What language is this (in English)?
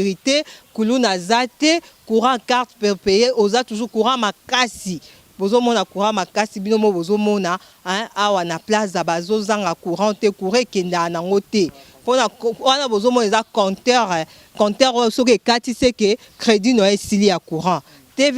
Lingala